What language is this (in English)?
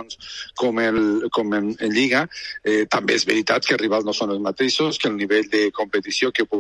Catalan